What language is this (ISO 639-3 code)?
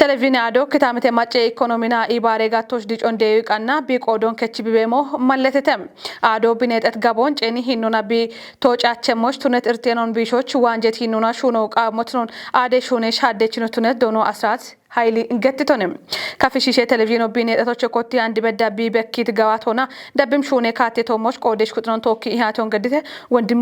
kbr